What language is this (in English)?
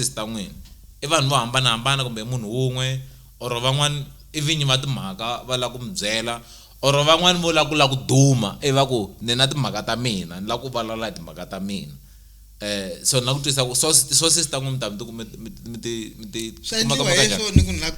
Tsonga